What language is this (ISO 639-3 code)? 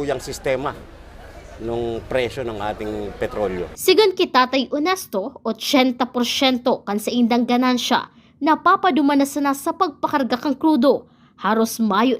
bik